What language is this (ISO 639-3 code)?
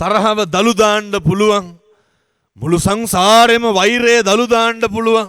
sin